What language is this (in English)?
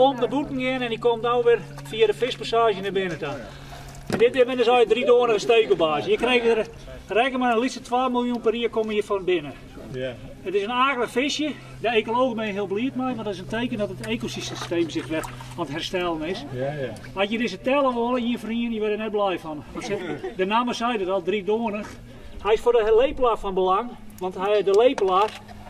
Western Frisian